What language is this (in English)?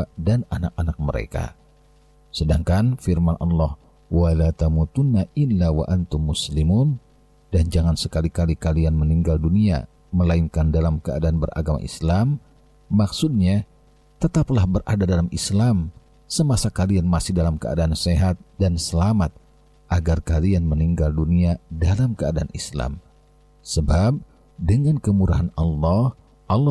Indonesian